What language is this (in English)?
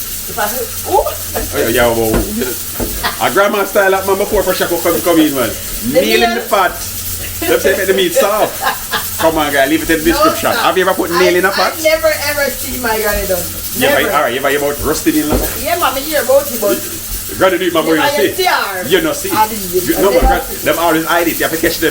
Jamaican Creole English